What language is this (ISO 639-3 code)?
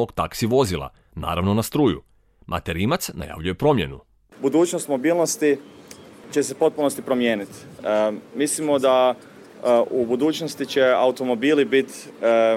hrv